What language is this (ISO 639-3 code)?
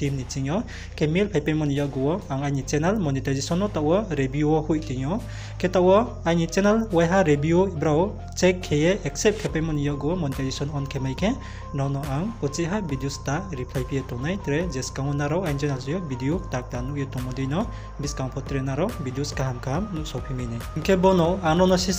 ria